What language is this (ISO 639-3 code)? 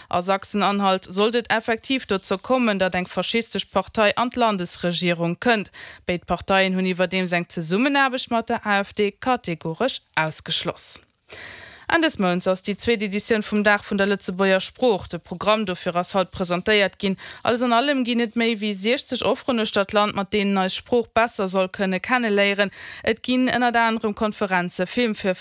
ltz